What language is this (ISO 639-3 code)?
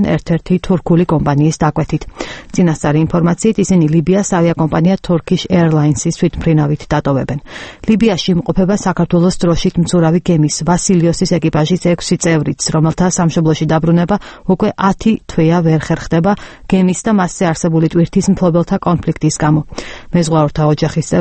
kat